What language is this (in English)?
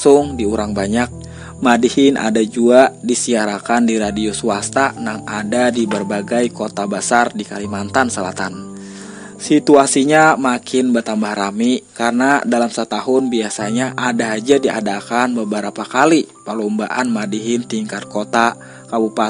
Banjar